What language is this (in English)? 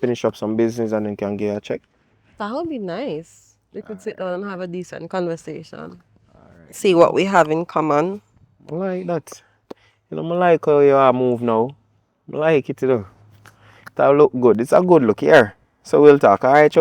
Jamaican Creole English